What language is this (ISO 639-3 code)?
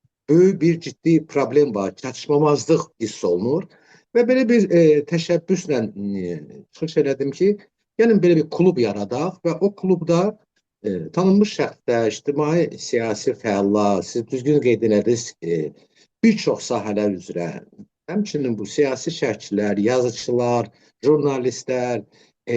aze